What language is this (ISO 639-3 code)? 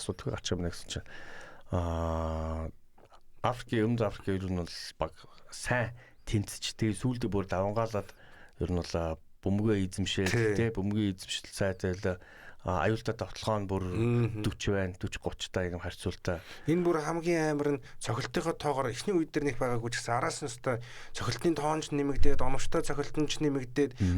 mon